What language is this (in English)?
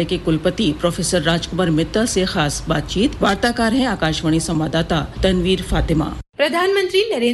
Hindi